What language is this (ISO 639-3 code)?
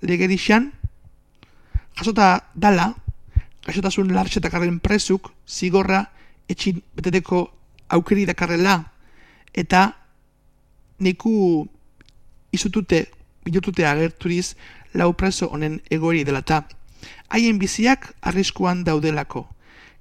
eus